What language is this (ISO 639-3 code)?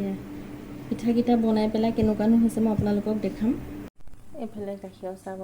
asm